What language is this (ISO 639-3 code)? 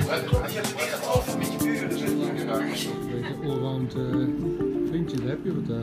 nld